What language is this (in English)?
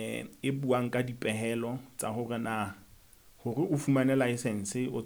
Southern Sotho